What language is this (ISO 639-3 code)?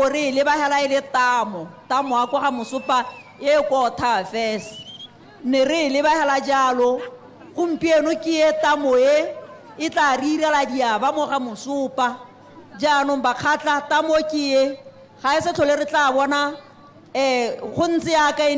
tsn